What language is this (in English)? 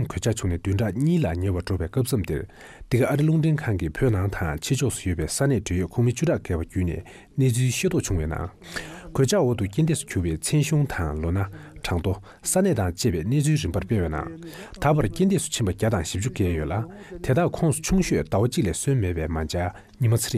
Tibetan